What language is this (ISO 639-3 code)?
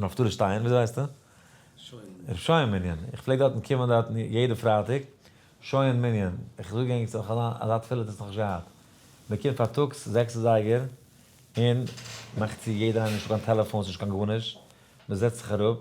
yid